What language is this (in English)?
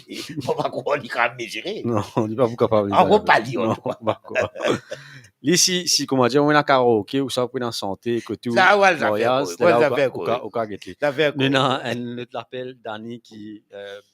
Morisyen